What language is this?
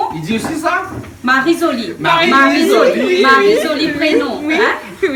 Réunion Creole French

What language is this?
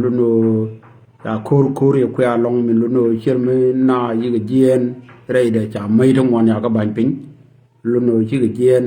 Nuer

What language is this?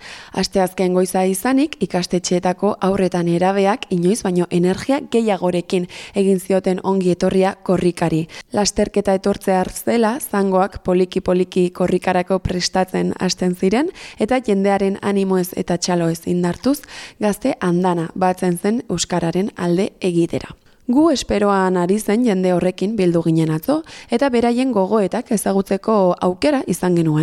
Basque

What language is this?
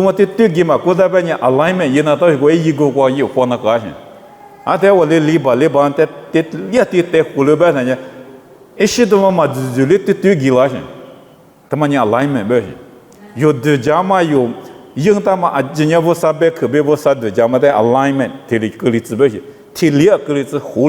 Lisu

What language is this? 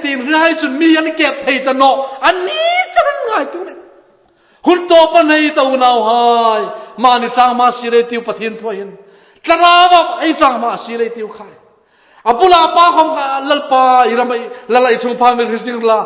Hmar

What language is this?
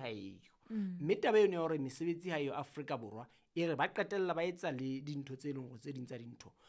Southern Sotho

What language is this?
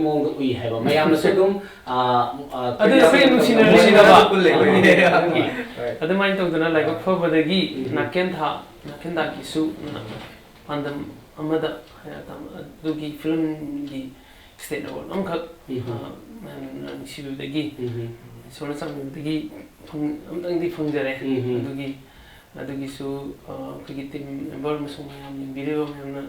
Manipuri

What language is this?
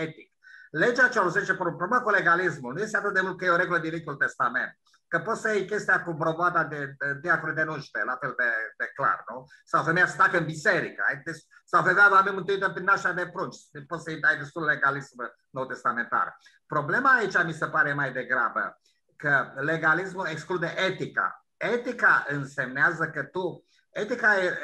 Romanian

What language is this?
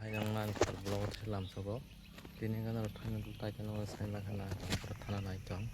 Kok Borok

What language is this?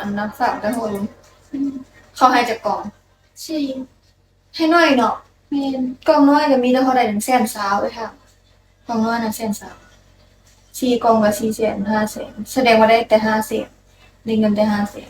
Lao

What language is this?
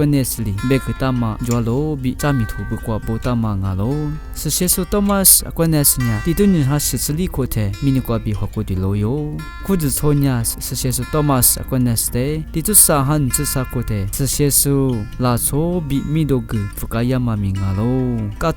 Lisu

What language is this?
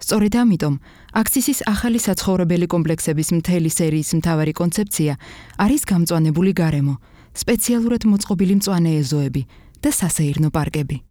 Georgian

